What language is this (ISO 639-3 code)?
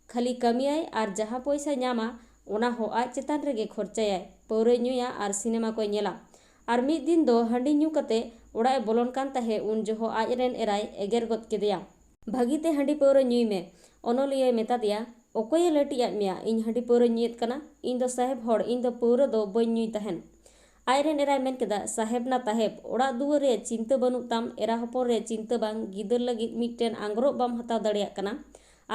sat